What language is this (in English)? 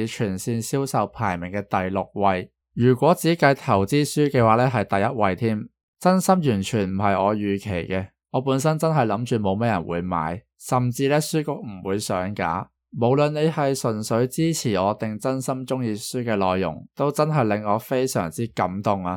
Cantonese